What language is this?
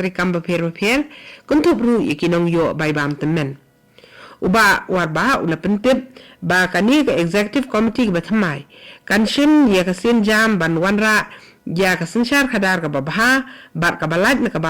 Khasi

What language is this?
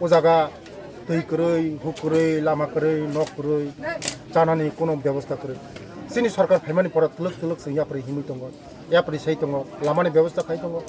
Kok Borok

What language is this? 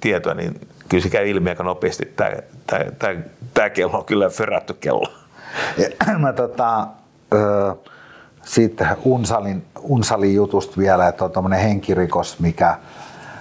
Finnish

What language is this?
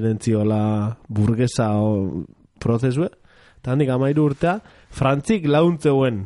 Basque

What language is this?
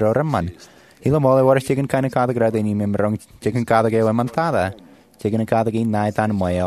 Marshallese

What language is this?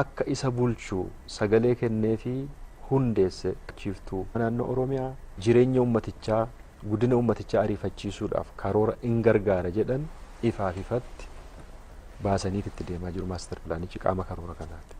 Oromo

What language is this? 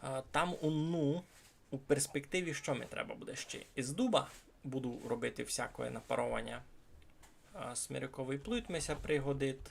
Rusyn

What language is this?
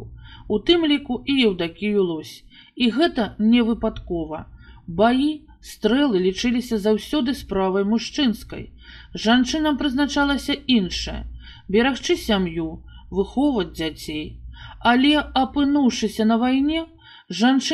Belarusian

